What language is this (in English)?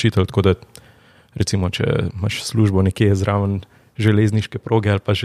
Slovenian